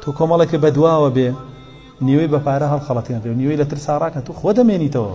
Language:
Central Kurdish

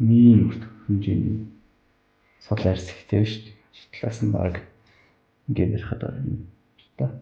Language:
Mongolian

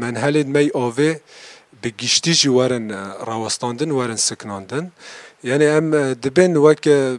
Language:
Kurdish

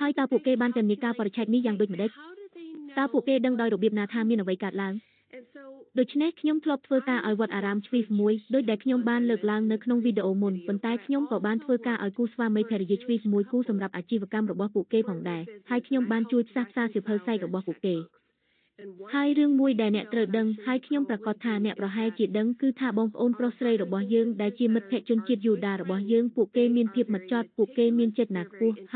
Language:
Khmer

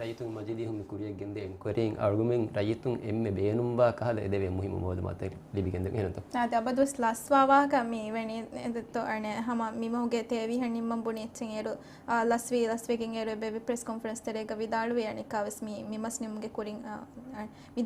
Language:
Divehi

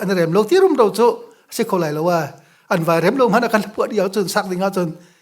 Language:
Hakha Chin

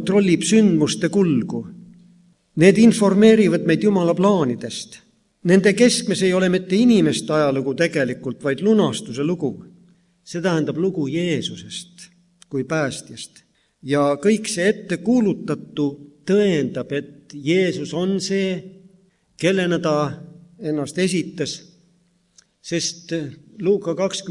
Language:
Estonian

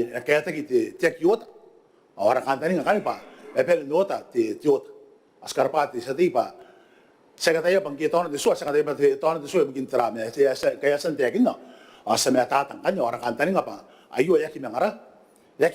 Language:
Gilbertese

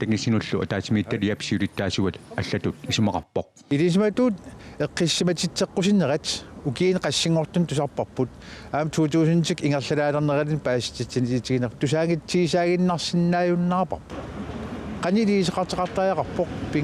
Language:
Kalaallisut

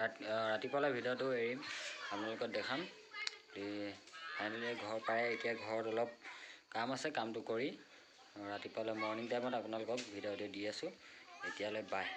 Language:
Assamese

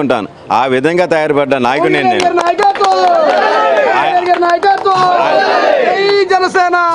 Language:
Telugu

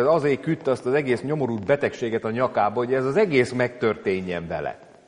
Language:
Hungarian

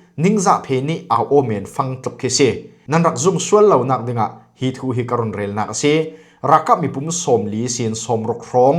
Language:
Falam Chin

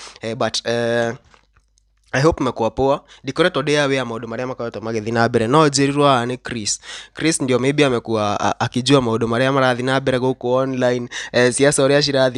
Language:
Kikuyu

